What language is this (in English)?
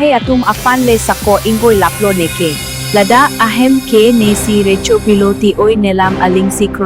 Karbi